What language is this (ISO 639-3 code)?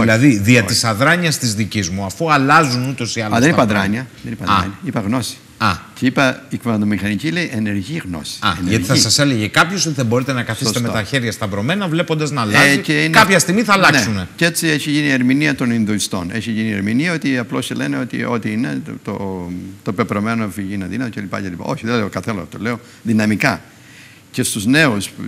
ell